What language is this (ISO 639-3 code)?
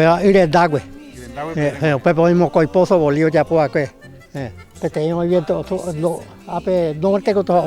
grn